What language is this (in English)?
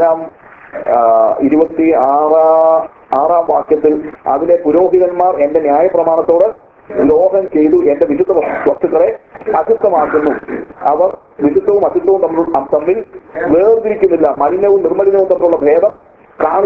Malayalam